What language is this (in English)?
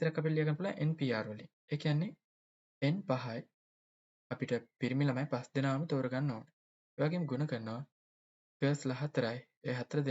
Sinhala